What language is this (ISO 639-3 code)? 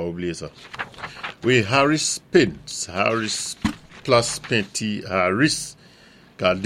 acf